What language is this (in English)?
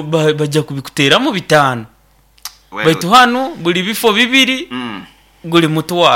Nyoro